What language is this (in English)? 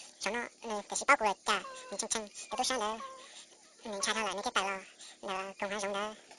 Hmong